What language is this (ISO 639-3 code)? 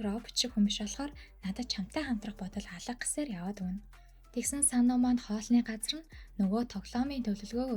mon